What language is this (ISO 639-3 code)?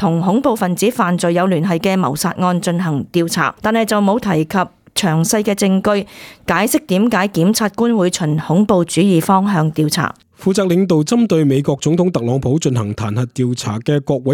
yue